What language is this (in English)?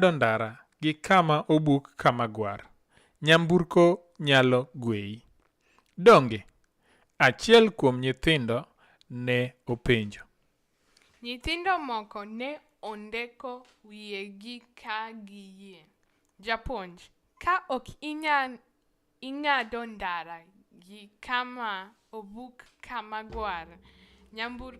Luo (Kenya and Tanzania)